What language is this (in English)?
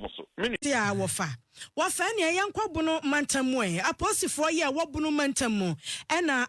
Akan